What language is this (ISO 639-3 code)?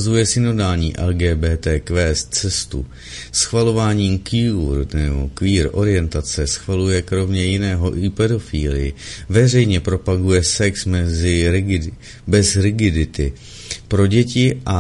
ces